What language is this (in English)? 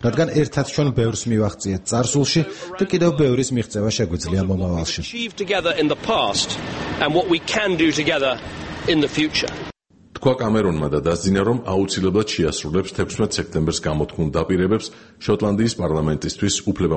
Georgian